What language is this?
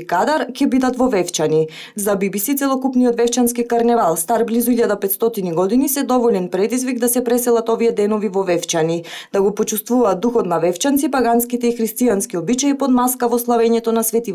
Macedonian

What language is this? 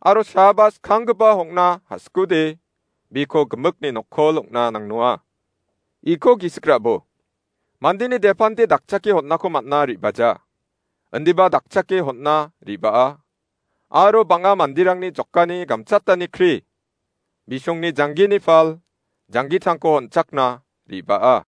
Garo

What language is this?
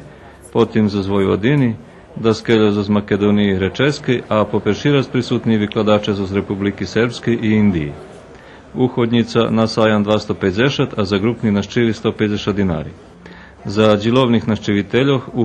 Rusyn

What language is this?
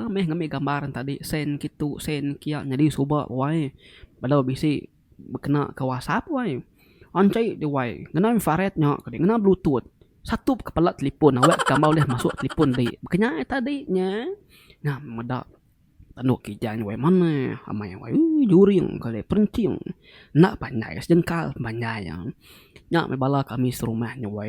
Iban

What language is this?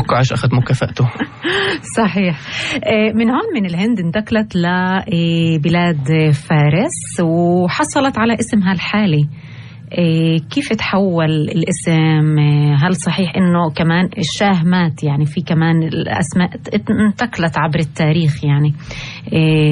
North Levantine Arabic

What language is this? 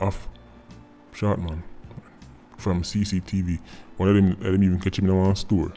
Jamaican Creole English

